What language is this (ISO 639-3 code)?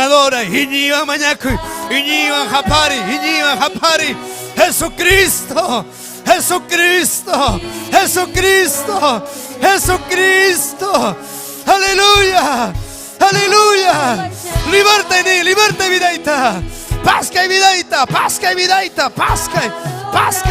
quy